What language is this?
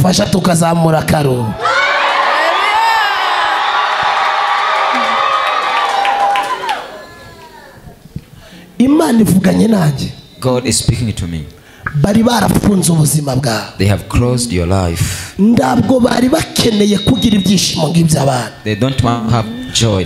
Kinyarwanda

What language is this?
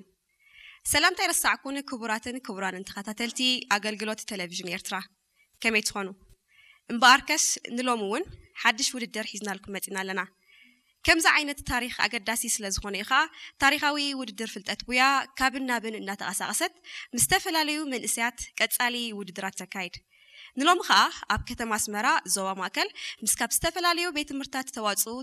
Tigrinya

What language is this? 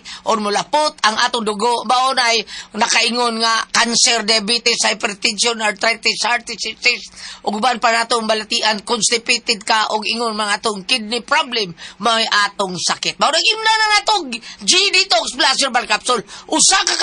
Cebuano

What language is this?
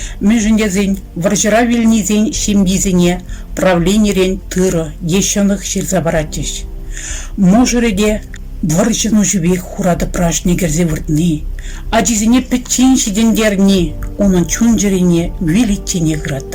Chuvash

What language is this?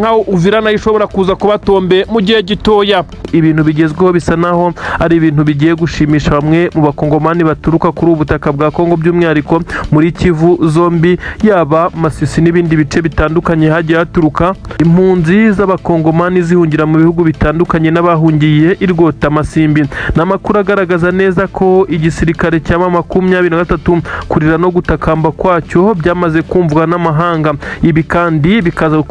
Kinyarwanda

